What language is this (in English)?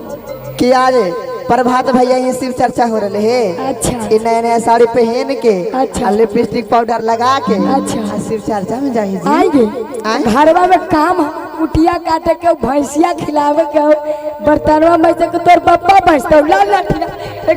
Magahi